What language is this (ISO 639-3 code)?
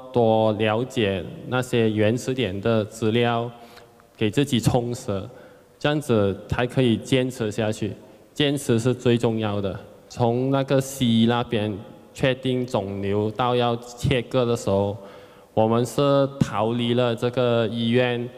zho